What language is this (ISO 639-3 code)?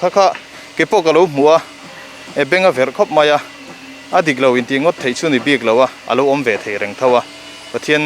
lus